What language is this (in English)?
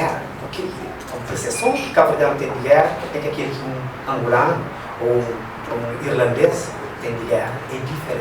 Kabuverdianu